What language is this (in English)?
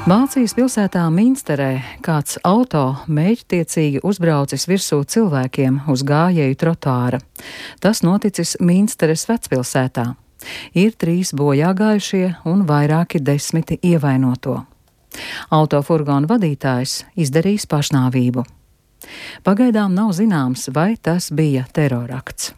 Latvian